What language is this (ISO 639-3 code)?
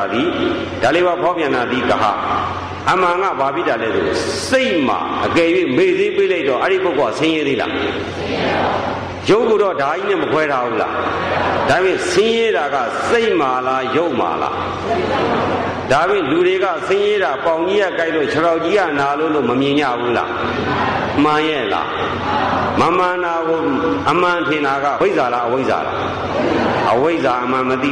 mya